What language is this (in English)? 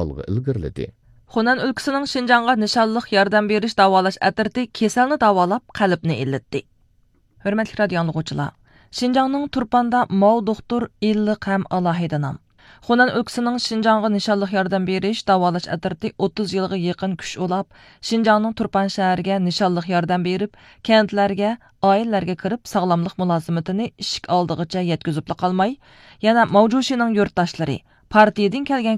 Uyghur